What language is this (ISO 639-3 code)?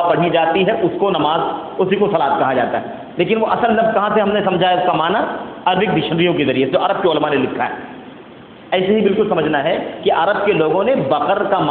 urd